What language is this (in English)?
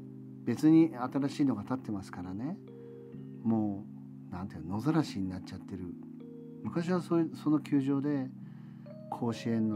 Japanese